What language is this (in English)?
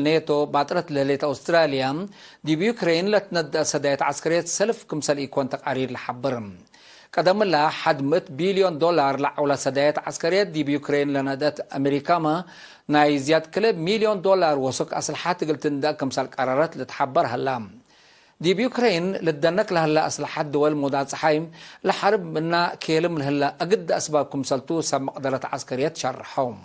Tigre